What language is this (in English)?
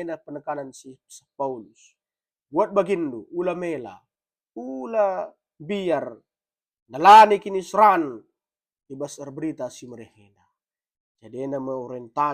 Batak Karo